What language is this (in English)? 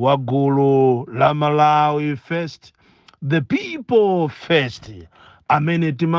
Nyanja